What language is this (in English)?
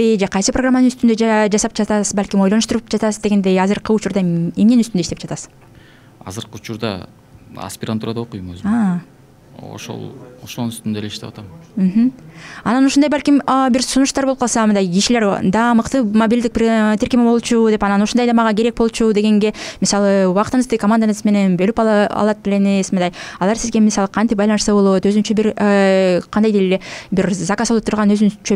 Kyrgyz